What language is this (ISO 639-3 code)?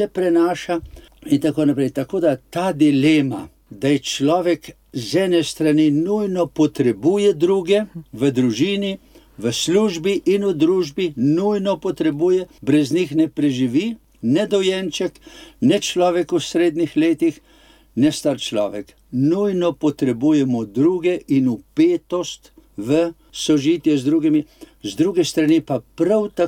slv